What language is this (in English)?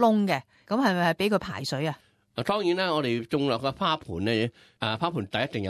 Cantonese